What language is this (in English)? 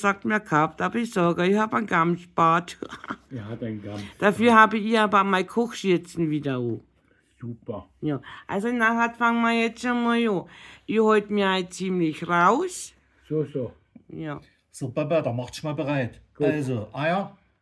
Bavarian